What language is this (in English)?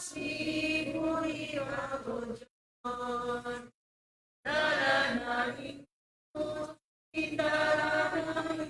Pampanga